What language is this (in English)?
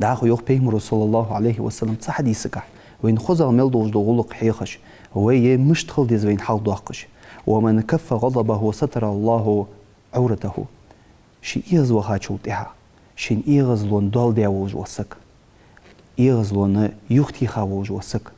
Ingush